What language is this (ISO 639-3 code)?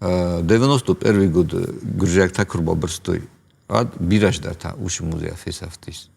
oss